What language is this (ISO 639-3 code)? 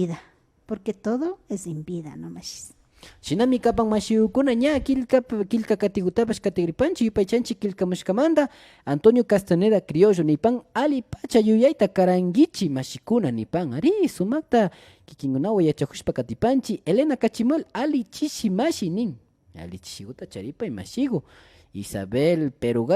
qvi